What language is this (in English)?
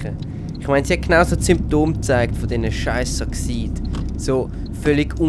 Swiss German